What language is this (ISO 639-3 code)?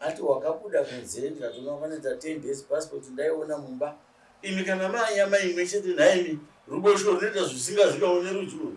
sna